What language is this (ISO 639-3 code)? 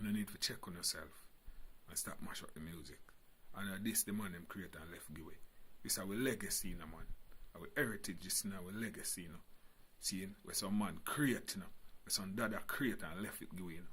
jam